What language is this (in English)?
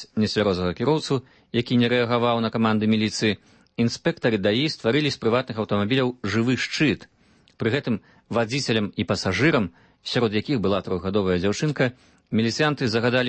Belarusian